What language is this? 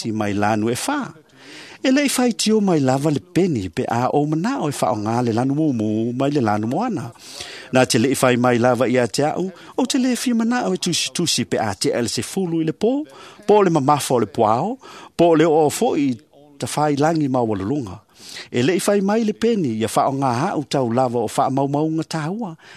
Samoan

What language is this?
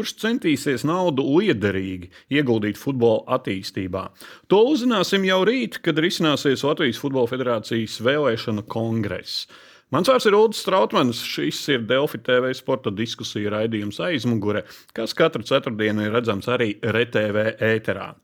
Latvian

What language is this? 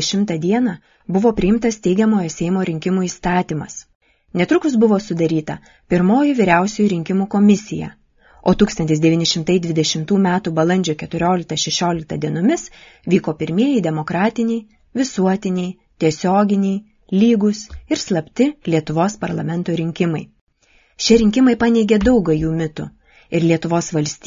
Lithuanian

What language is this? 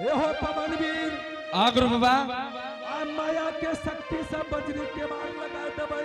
Angika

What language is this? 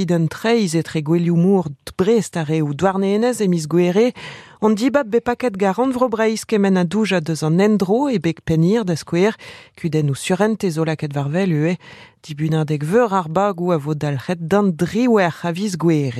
Breton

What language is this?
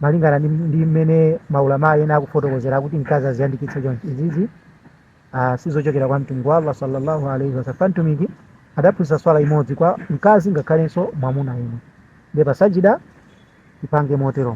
Nyanja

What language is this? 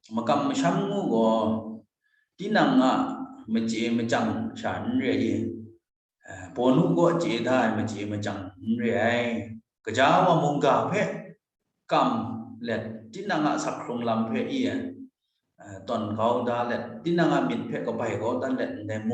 Kachin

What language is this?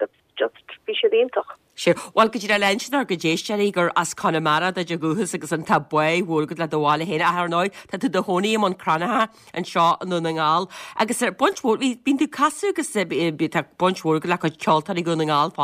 Irish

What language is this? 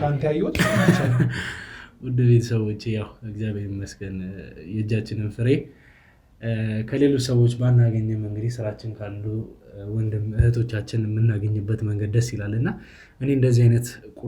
Amharic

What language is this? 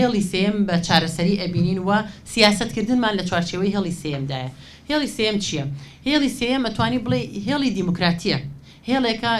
Central Kurdish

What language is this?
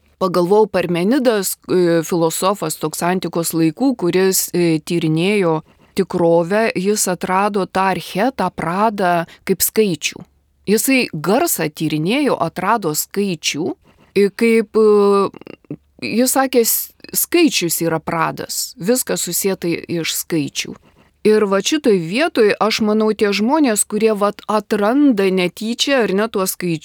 Lithuanian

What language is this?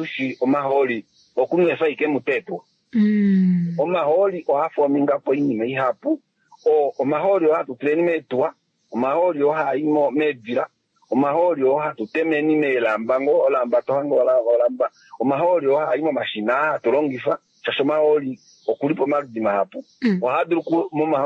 Kuanyama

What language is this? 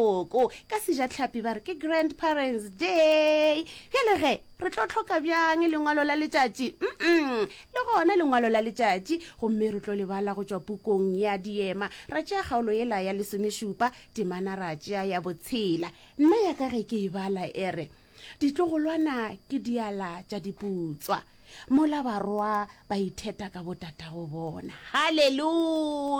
Northern Sotho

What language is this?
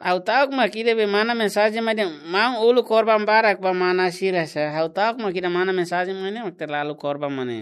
Tetum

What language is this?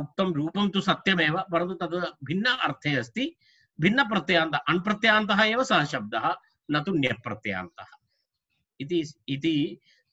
Sanskrit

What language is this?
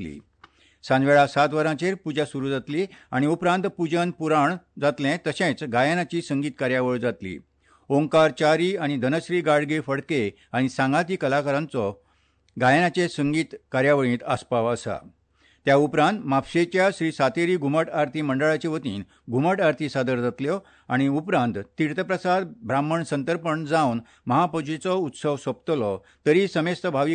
Konkani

